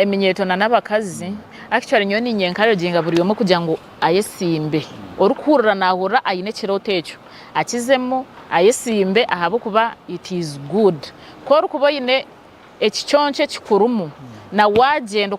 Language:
Nyankole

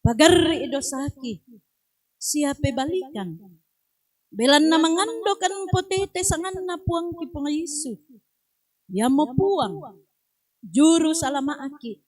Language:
Toraja-Sa'dan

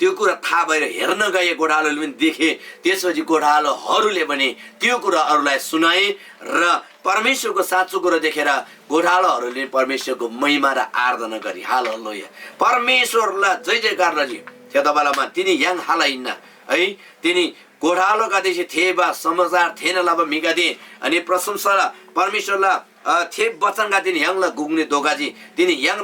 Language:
Eastern Tamang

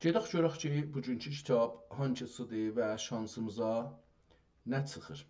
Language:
South Azerbaijani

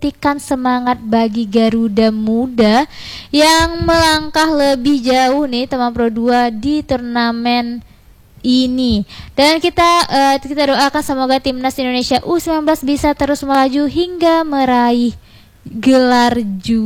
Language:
Indonesian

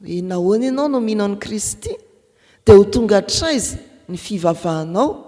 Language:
Malagasy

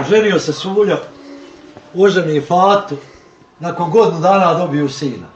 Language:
Bosnian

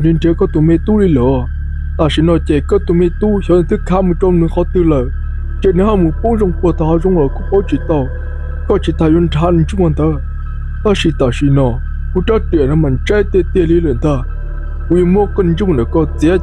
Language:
Hmong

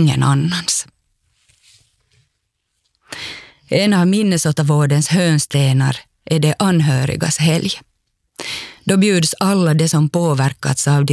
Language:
Swedish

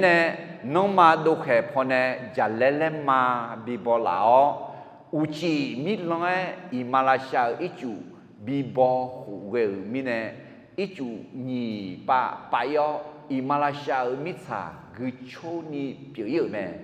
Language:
Akha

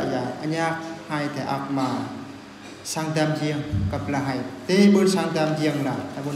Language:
Eastern Bru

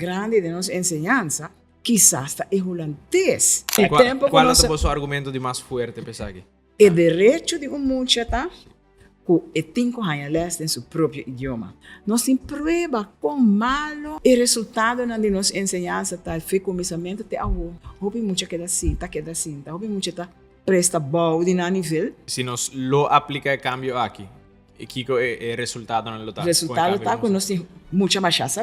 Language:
Papiamento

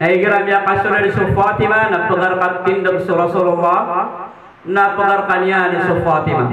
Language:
Maranao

